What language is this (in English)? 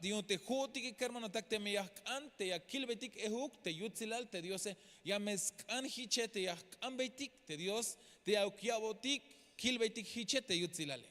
Tzeltal